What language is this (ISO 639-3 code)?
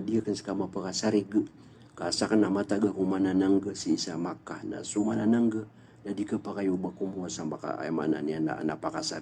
mrw